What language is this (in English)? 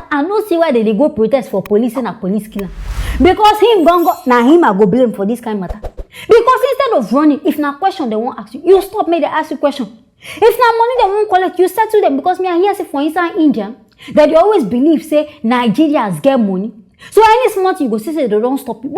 Nigerian Pidgin